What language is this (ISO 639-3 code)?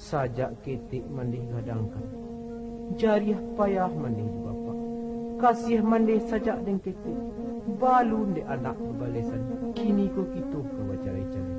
min